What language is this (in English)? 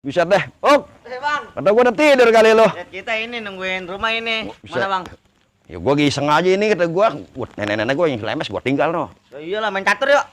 Betawi